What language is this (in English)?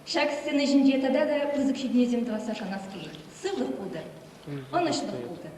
Chuvash